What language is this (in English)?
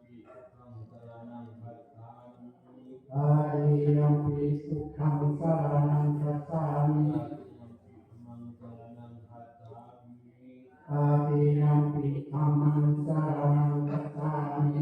Pali